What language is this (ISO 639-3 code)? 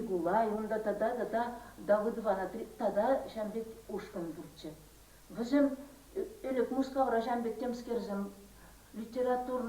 chv